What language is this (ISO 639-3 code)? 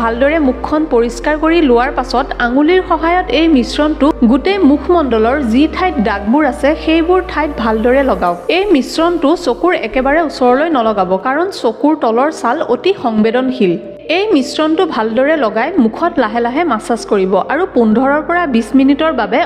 asm